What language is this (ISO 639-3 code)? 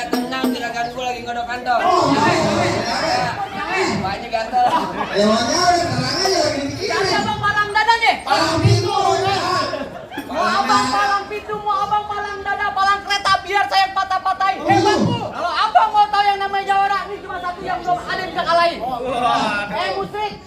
bew